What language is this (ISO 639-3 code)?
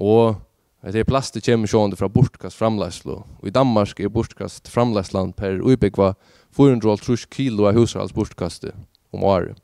fao